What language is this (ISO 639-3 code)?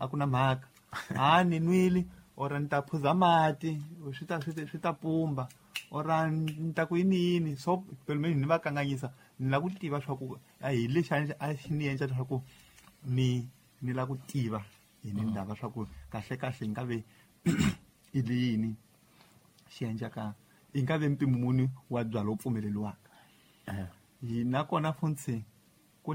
tso